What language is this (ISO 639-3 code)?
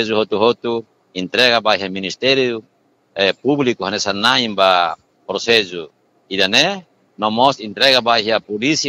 tet